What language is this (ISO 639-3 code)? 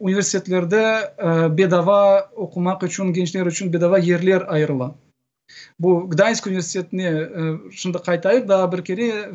crh